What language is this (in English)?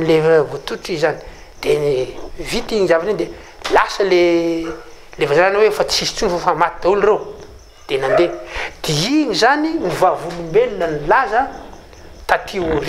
Malagasy